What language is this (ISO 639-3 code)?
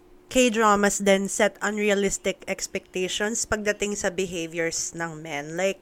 fil